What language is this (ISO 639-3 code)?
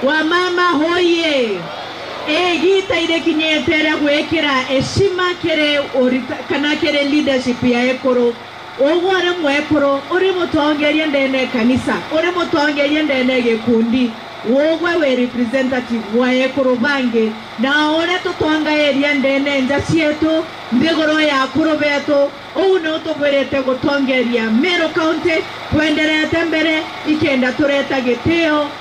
mer